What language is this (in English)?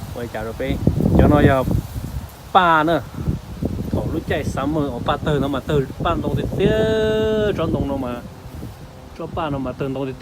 Hmong